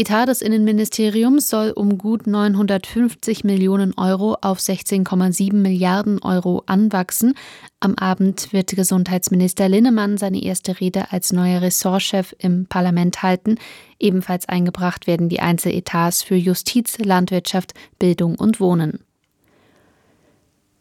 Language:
German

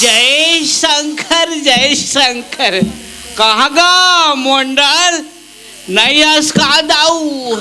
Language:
Chhattisgarhi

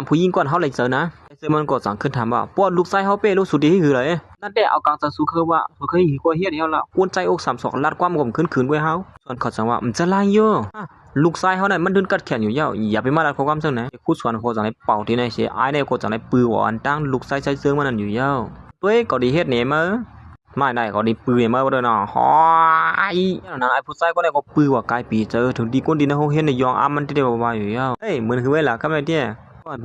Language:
Shan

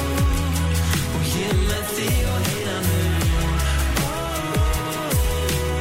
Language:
Icelandic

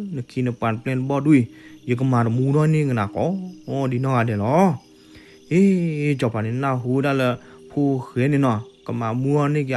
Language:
S'gaw Karen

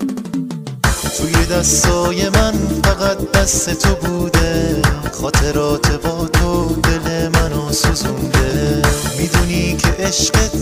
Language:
Persian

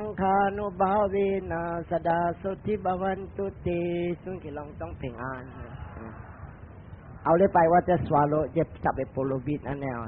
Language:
Min Nan Chinese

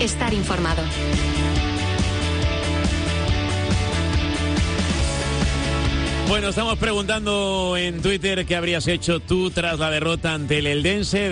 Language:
Spanish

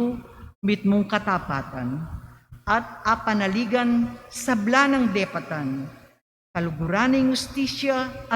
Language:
Pampanga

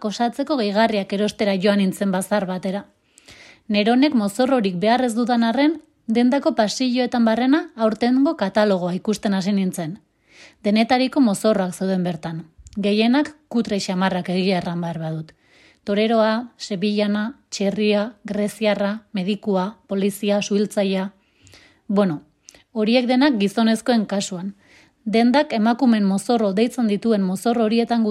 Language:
Basque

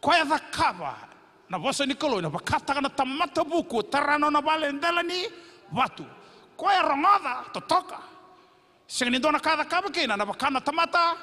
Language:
Fijian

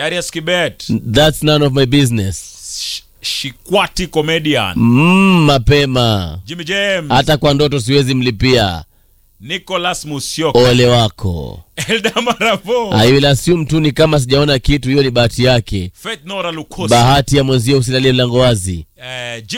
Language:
Swahili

